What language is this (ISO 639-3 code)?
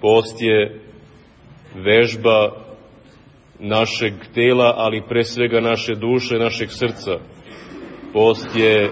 srp